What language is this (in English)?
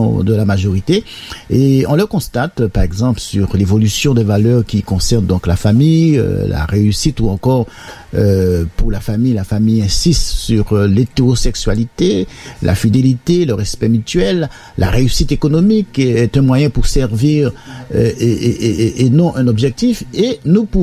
French